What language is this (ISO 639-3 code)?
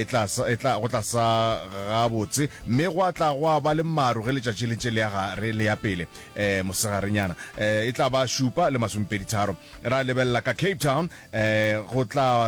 nso